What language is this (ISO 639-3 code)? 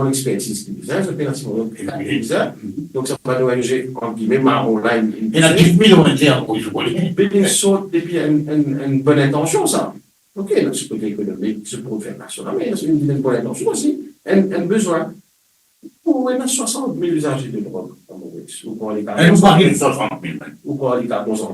mfe